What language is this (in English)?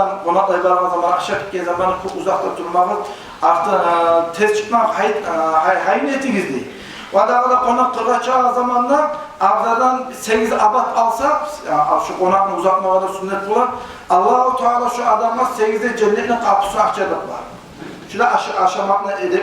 Kumyk